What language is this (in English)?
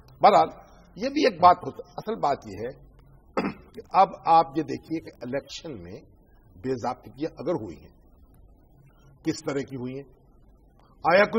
Urdu